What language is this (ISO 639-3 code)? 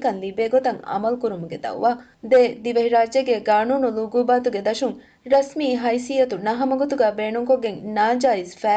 div